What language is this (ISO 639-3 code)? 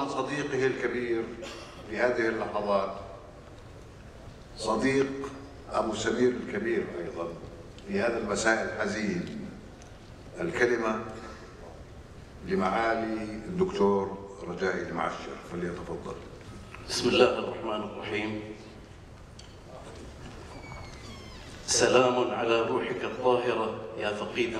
ara